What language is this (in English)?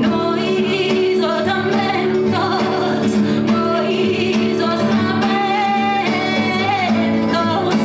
Sardinian